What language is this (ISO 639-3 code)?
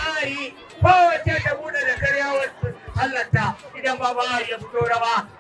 hau